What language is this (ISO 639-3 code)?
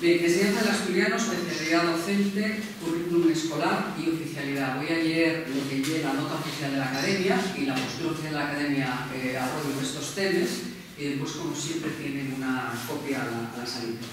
ast